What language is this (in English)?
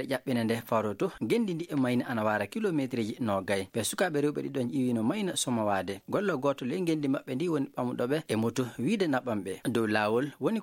Fula